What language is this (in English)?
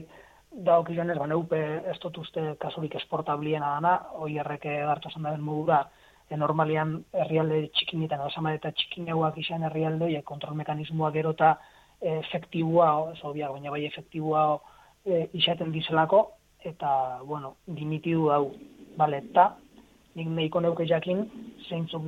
Basque